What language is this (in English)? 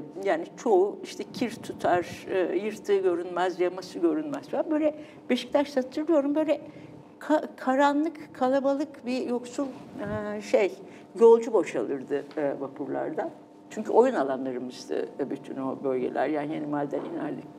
Turkish